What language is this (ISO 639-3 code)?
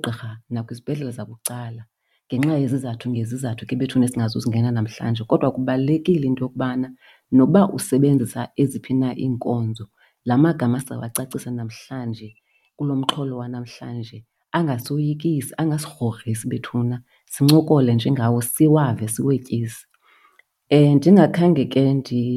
xho